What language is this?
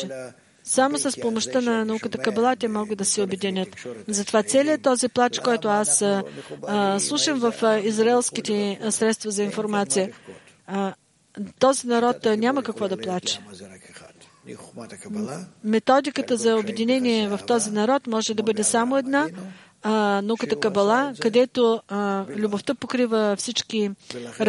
Bulgarian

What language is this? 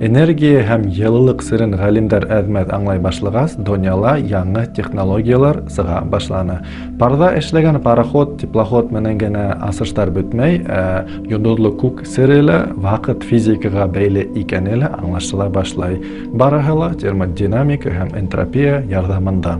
Bashkir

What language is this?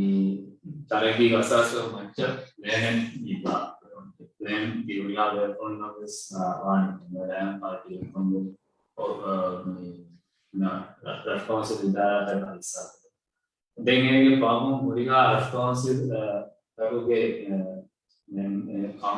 Divehi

